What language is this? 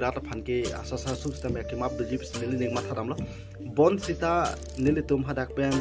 Karbi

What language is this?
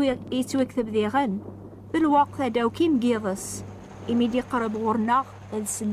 Kabyle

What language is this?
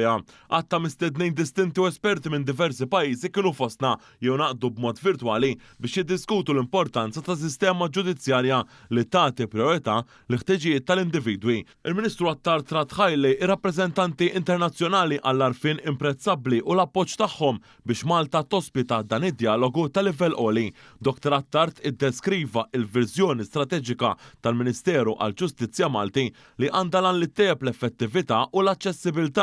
Maltese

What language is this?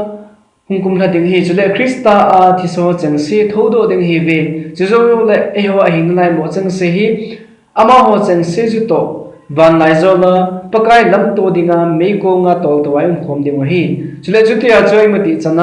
Thado Chin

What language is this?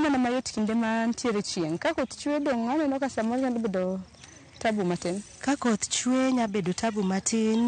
Luo (Kenya and Tanzania)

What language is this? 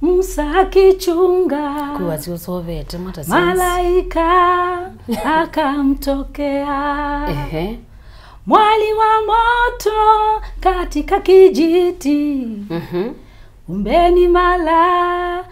Kamba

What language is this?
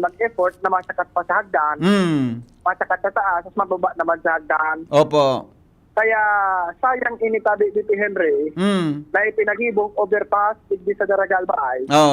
Bikol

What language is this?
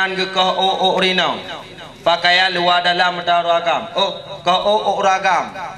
Achinese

